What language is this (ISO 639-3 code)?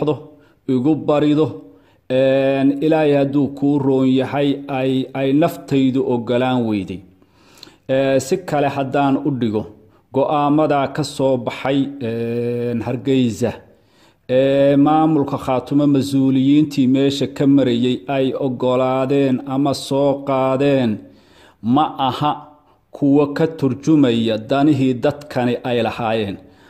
som